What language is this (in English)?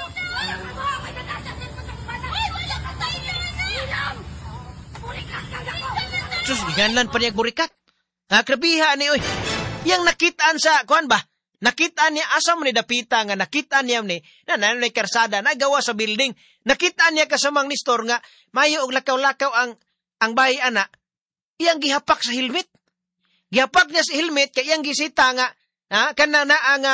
Cebuano